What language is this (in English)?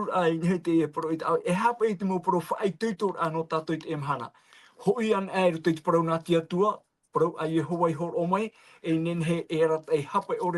Tahitian